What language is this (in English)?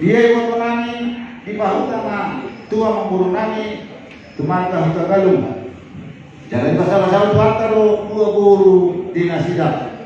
Batak Toba